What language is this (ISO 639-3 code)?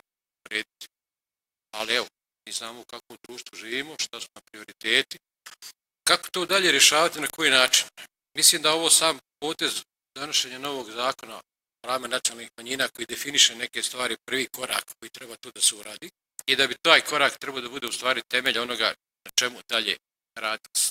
bos